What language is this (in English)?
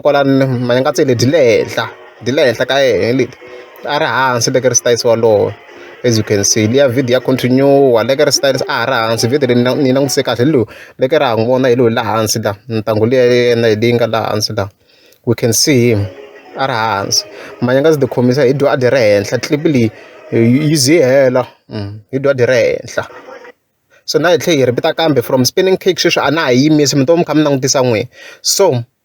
Tsonga